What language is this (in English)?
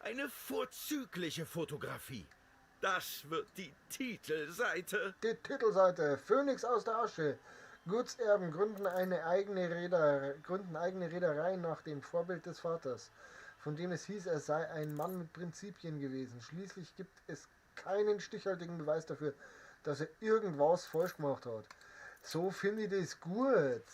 Bavarian